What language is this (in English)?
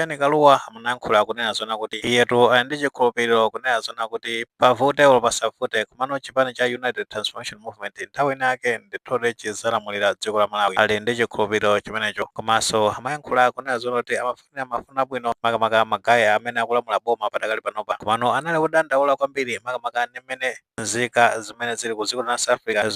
Nyanja